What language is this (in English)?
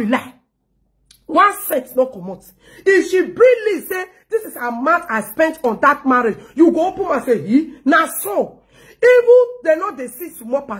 Nigerian Pidgin